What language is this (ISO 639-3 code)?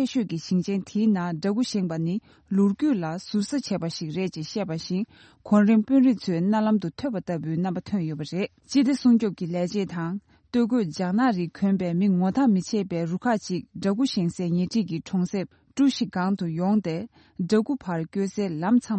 bod